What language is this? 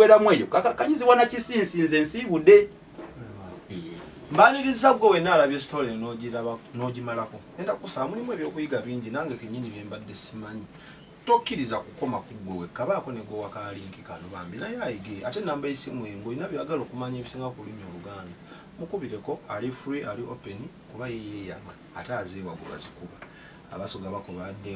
Ganda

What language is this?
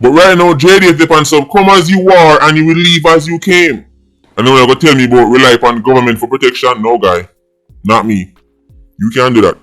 Jamaican Creole English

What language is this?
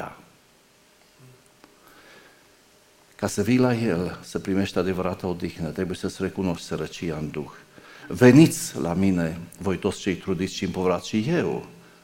Romanian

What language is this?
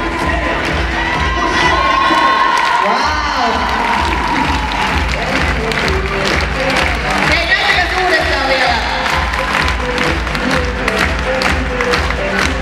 Finnish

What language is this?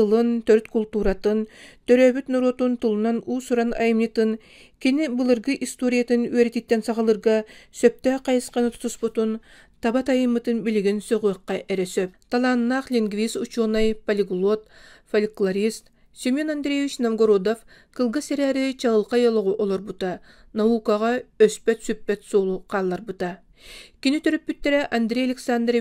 Yakut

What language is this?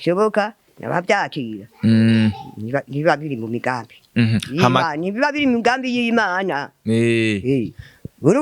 Rundi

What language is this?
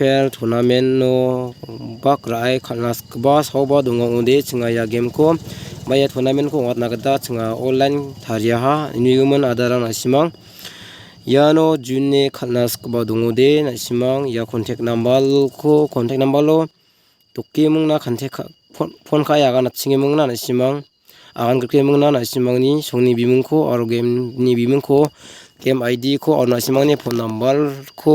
Garo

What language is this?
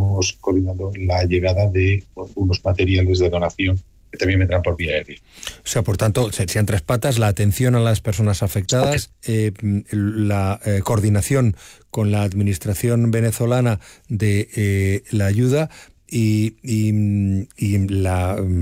Spanish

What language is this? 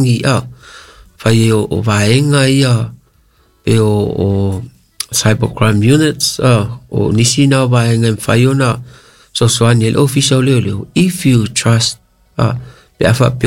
Samoan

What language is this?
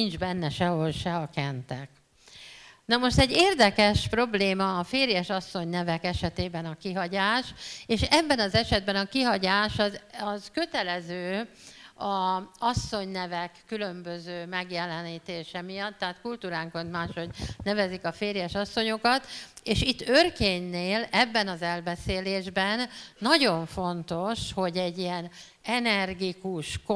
Hungarian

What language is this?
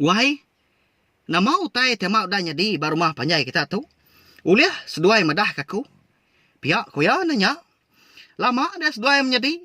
Iban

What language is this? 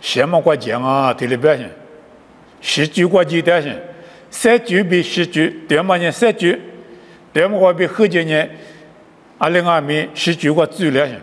Lisu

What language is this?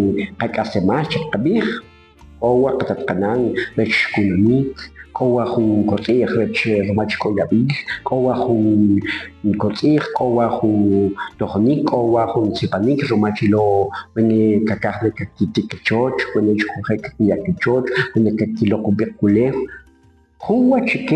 Kʼicheʼ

